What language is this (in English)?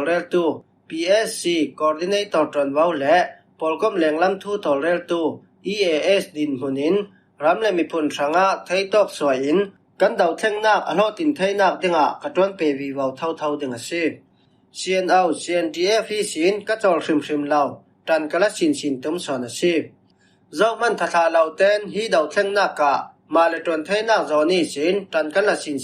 Falam Chin